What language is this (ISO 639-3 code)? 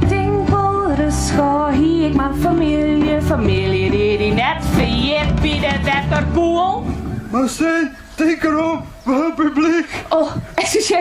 fry